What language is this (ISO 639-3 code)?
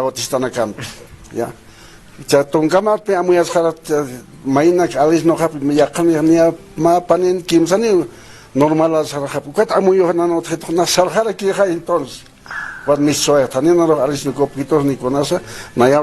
aym